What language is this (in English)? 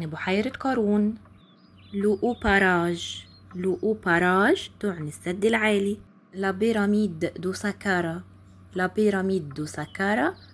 Egyptian Arabic